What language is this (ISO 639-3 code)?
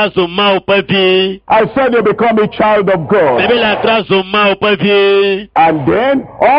ewe